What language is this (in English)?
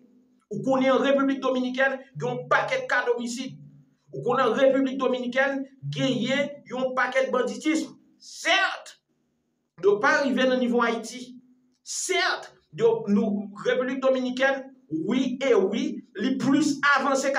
Haitian Creole